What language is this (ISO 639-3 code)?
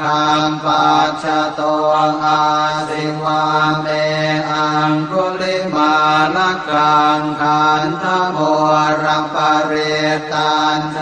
pli